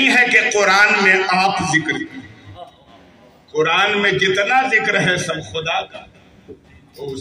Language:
Urdu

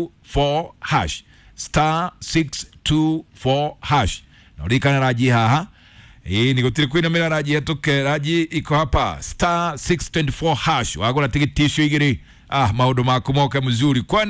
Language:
Kikuyu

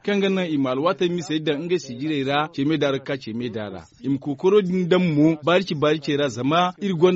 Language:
Zarma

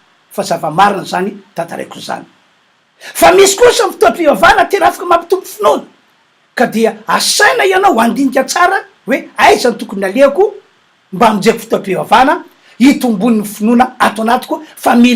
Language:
Malagasy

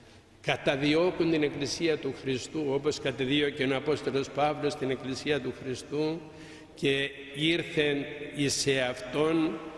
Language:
Greek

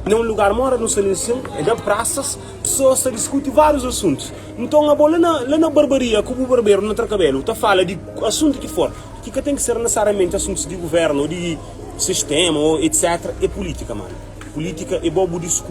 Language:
Kabuverdianu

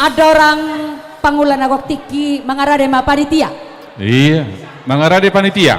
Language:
Batak Toba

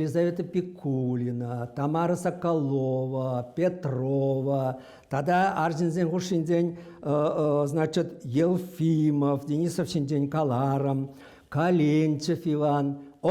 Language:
Chuvash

